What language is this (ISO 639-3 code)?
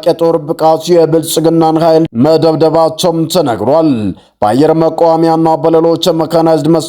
amh